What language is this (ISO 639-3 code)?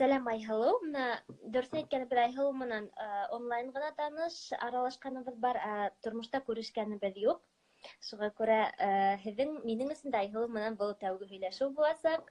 bak